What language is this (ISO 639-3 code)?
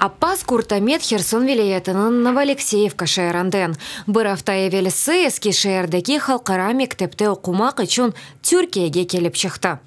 crh